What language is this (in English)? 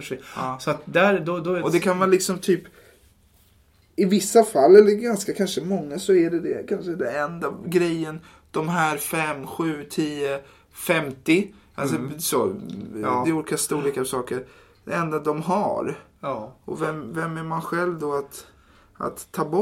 Swedish